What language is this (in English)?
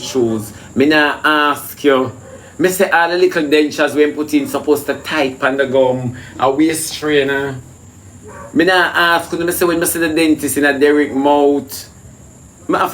Jamaican Creole English